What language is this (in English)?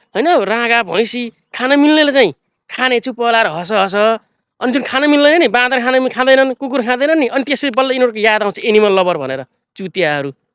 Nepali